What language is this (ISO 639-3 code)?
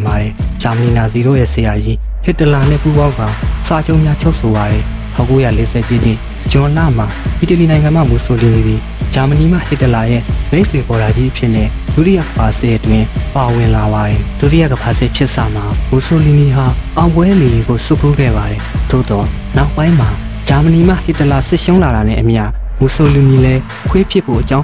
mya